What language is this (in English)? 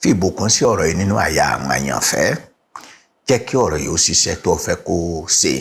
Yoruba